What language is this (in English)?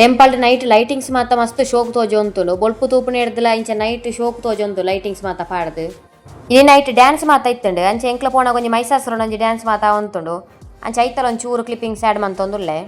Tulu